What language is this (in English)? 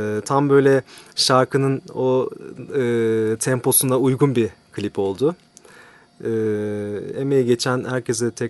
Turkish